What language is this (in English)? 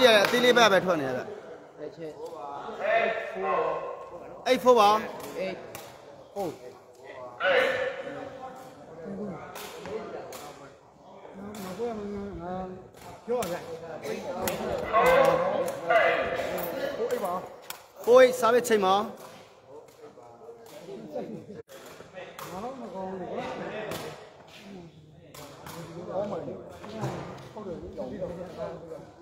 Burmese